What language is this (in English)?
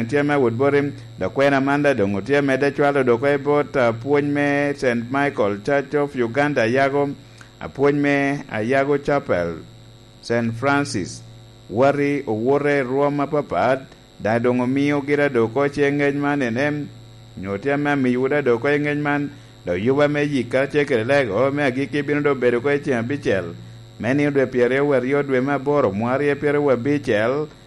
Lango (Uganda)